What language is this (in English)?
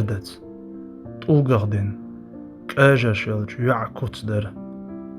Chechen